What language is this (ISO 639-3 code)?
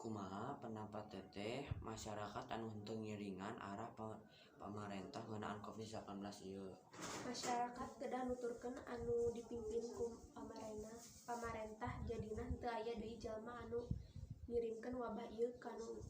sun